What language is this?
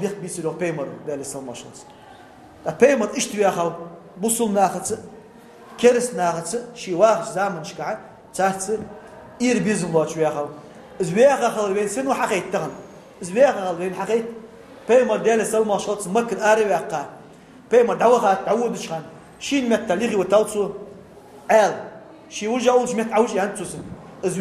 Ingush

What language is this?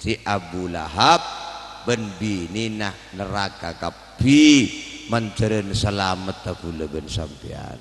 Madurese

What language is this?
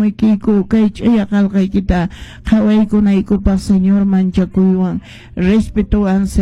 Quechua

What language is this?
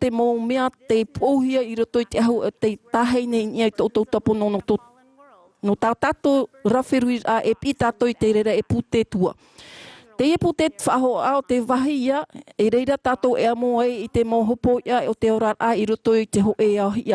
Tahitian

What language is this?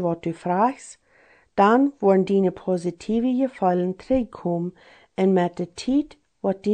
Plautdietsch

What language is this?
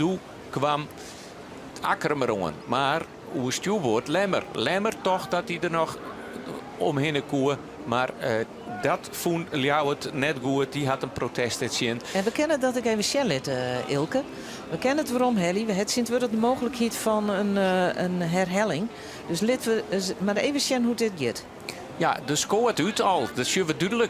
Western Frisian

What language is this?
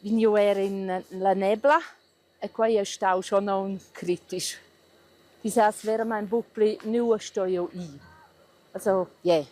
Romansh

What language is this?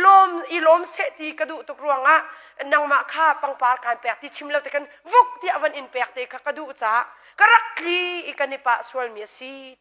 Hakha Chin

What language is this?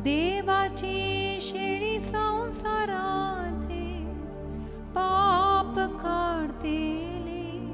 Konkani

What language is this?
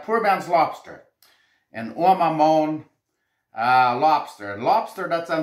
Plautdietsch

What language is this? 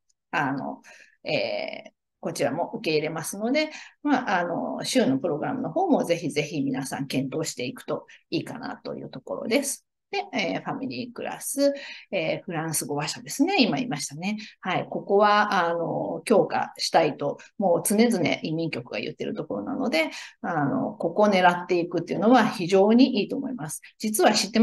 Japanese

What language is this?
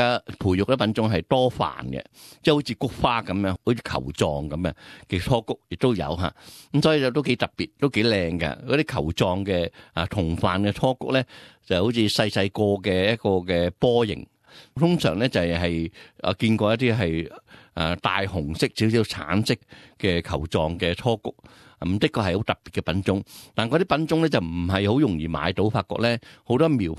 Cantonese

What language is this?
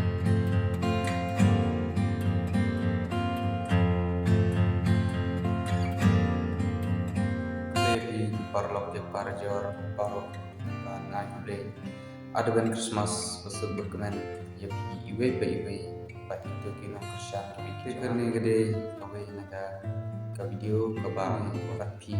Khasi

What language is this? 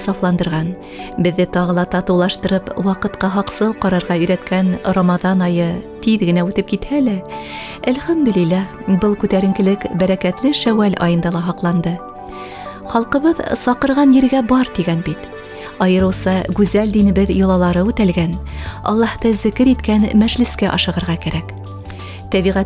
Bashkir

